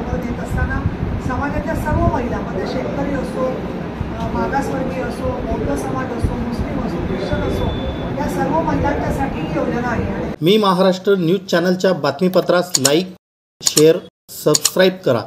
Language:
Marathi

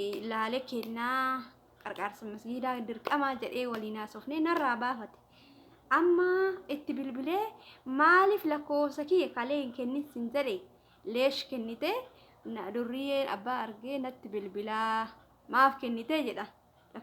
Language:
Oromo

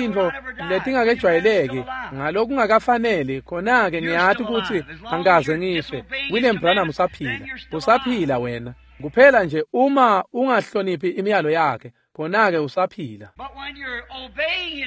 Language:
Swati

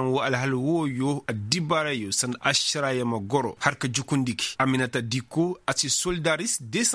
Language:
Koyraboro Senni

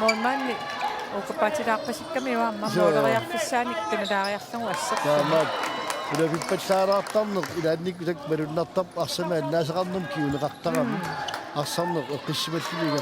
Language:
Kalaallisut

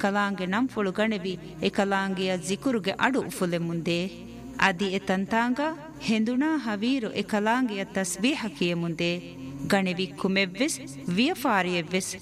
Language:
Divehi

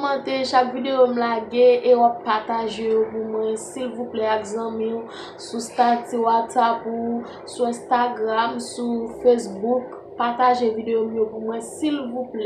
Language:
Haitian Creole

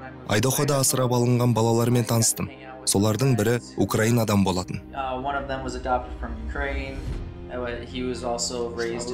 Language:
Kazakh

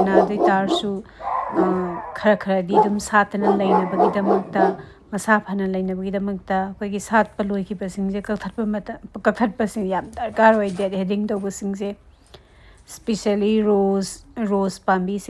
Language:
Manipuri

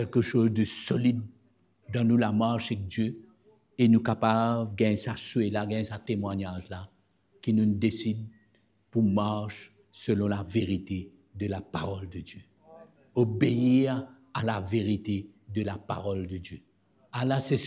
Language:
Morisyen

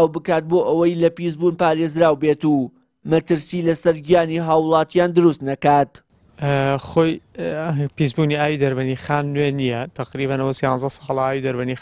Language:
Central Kurdish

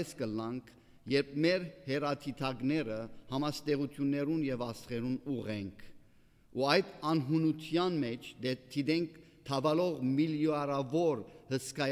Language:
Western Armenian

